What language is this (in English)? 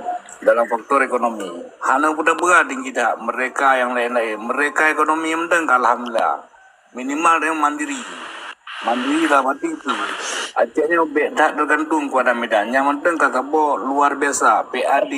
Achinese